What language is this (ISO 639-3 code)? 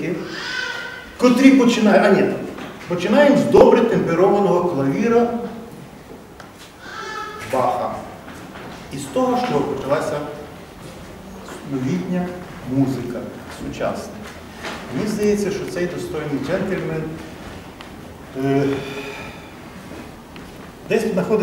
ukr